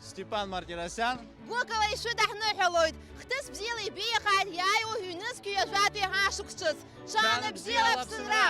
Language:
Abkhazian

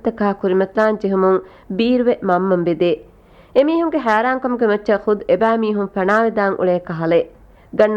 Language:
Divehi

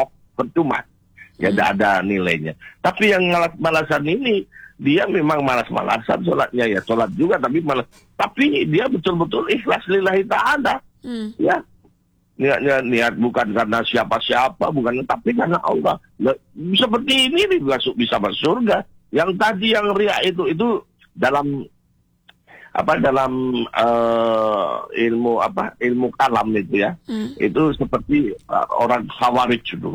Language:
Indonesian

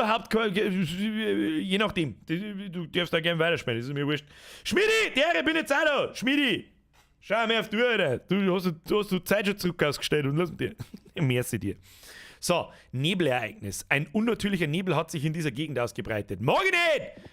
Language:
Bavarian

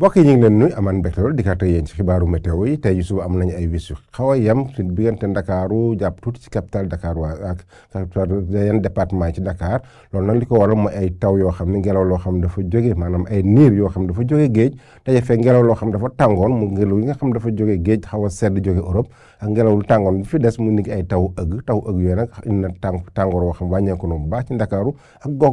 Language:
Wolof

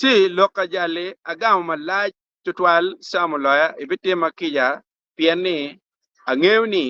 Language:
Acoli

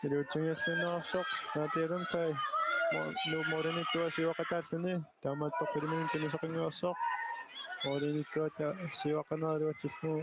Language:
Kalaallisut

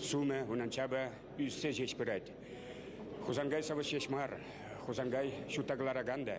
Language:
Chuvash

